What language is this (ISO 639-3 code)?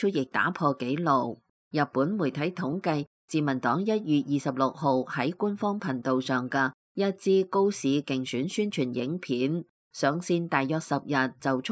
yue